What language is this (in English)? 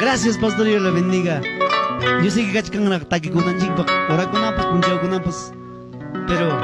Ayacucho Quechua